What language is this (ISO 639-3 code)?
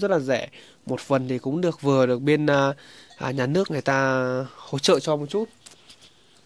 vie